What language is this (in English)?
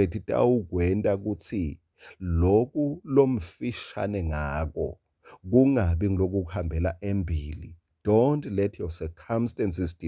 Swati